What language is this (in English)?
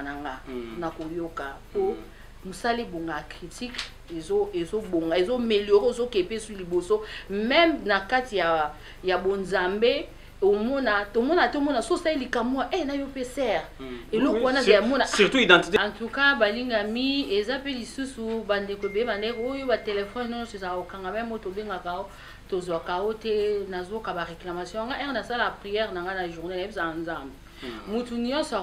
Lingala